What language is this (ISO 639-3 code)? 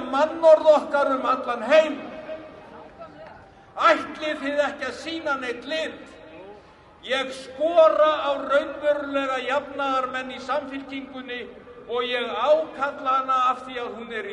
isl